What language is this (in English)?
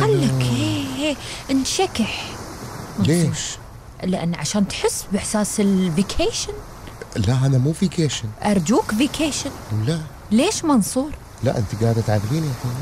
Gulf Arabic